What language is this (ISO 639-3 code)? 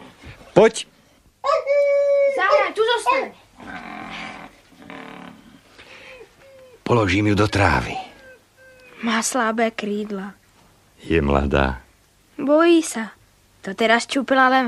slk